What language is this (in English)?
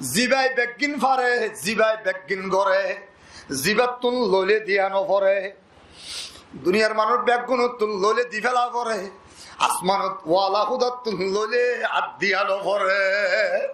Rohingya